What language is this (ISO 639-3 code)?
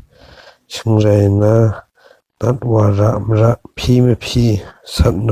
kac